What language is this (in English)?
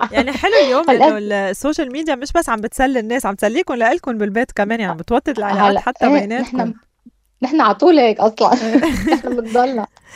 North Levantine Arabic